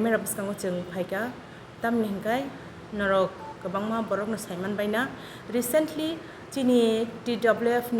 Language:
Kok Borok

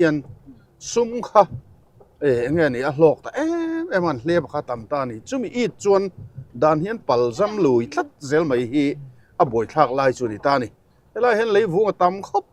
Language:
Mizo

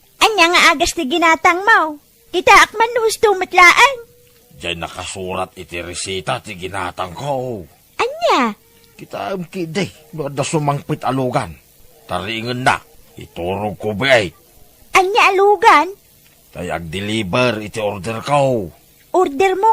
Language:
Iloko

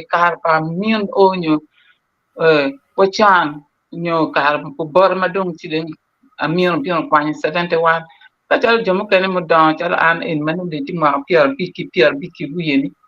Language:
Acoli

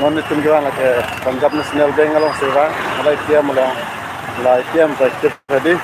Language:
Karbi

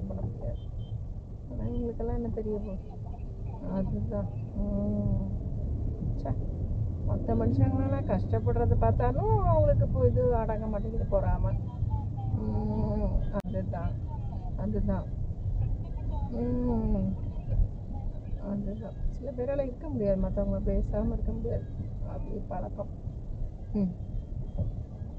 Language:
Tamil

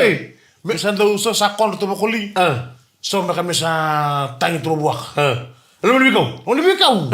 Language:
Fijian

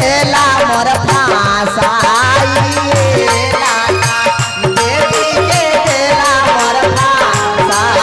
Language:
Magahi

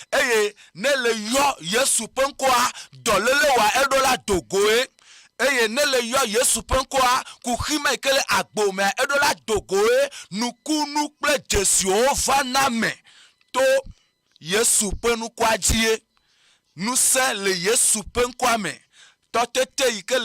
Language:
Ewe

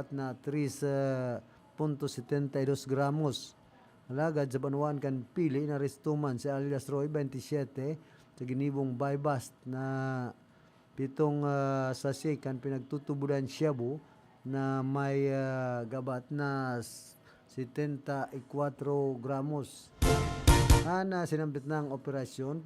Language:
Bikol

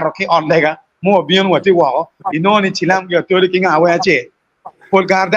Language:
Acoli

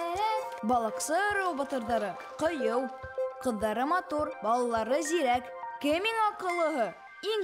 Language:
Bashkir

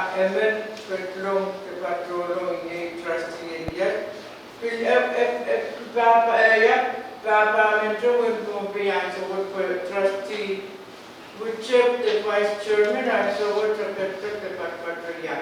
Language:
Pohnpeian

